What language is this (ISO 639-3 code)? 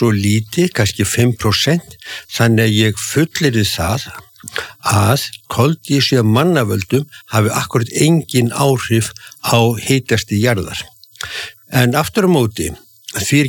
isl